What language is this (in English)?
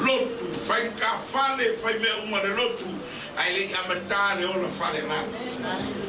Samoan